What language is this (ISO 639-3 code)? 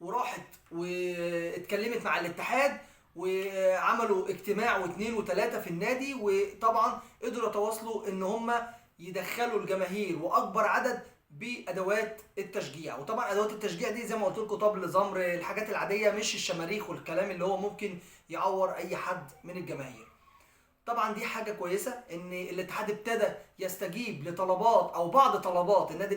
arz